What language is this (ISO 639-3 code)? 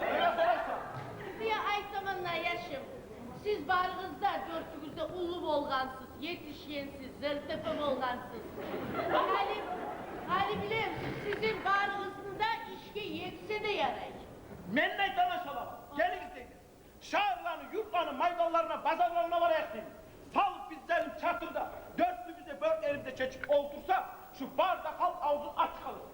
kum